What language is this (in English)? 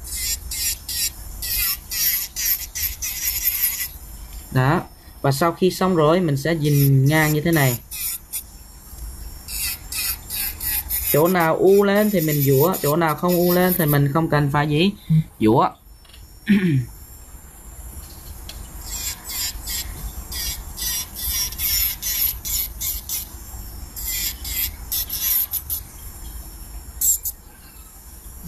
Vietnamese